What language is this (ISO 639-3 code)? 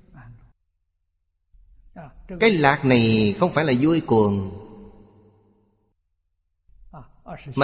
vie